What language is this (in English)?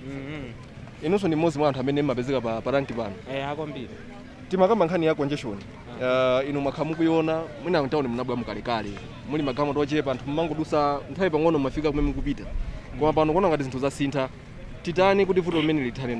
Nyanja